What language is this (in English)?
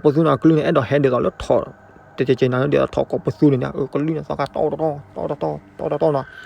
S'gaw Karen